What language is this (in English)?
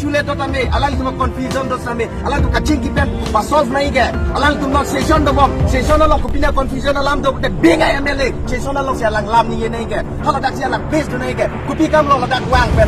Karbi